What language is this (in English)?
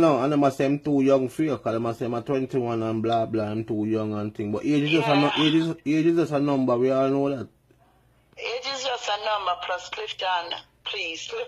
Jamaican Creole English